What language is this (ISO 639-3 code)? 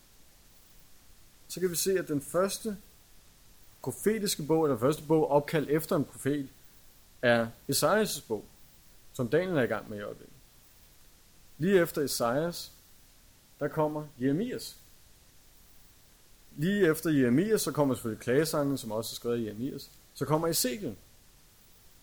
dan